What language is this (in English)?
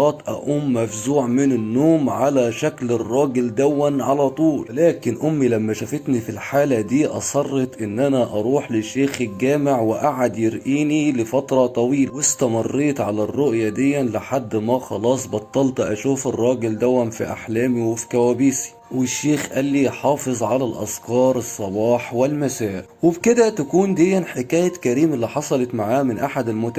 Egyptian Arabic